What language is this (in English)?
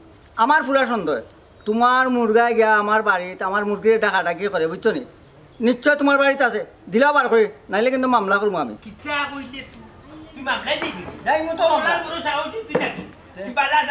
Sylheti